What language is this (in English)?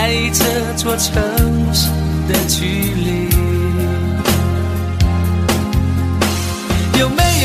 Chinese